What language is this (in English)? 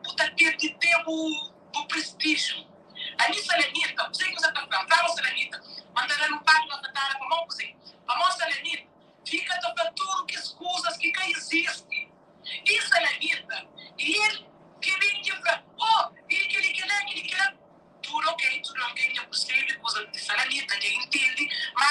Kabuverdianu